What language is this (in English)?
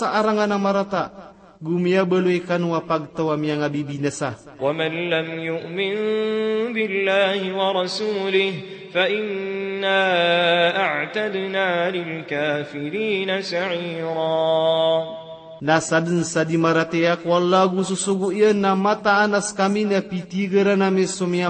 Maranao